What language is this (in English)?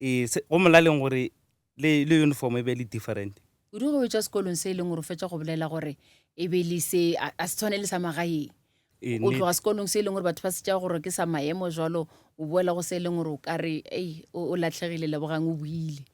Northern Sotho